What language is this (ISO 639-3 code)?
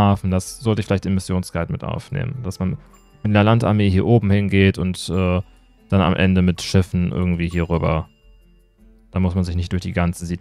deu